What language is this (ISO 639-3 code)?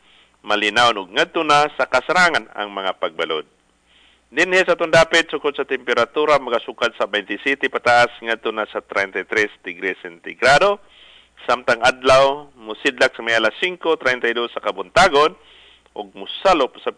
ceb